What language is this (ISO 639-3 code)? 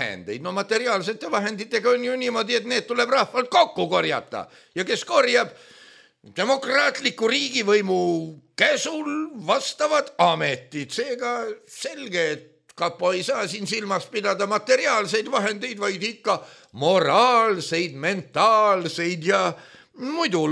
est